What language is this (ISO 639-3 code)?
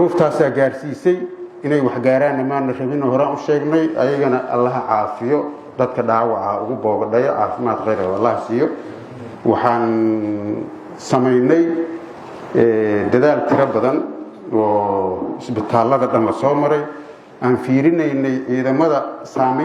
som